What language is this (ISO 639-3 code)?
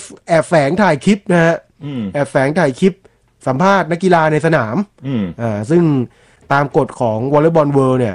tha